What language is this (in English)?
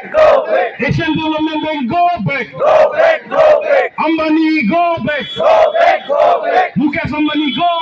Karbi